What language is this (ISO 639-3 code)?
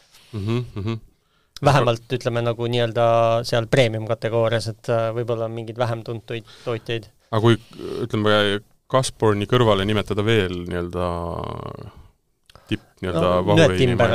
est